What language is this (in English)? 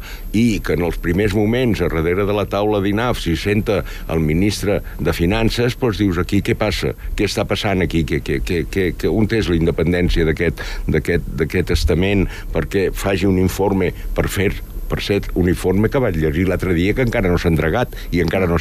Catalan